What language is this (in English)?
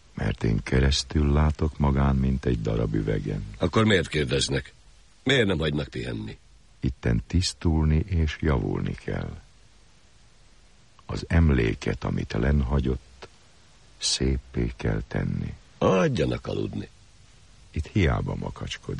Hungarian